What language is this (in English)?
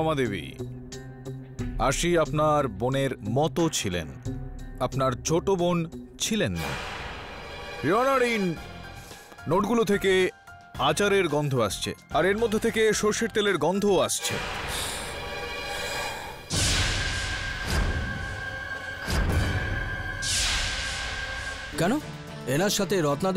Bangla